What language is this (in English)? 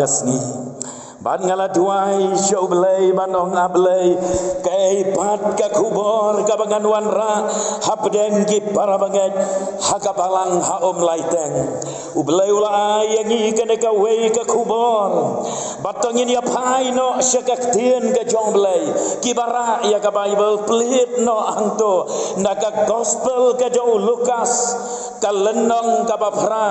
Khasi